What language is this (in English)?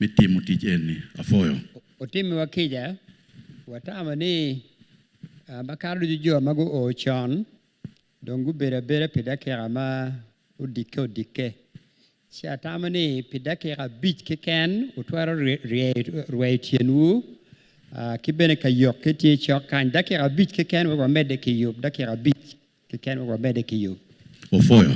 Acoli